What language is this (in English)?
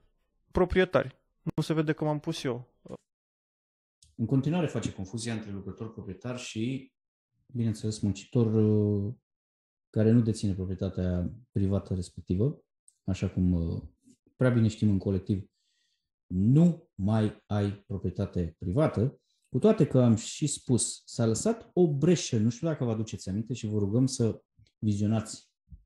Romanian